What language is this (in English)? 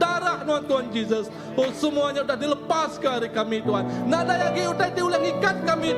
Iban